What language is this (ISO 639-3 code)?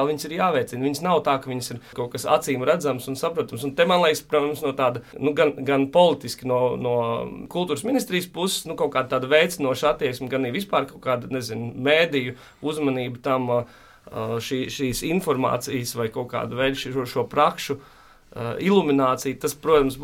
lav